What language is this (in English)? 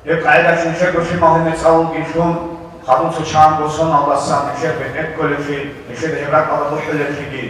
Avaric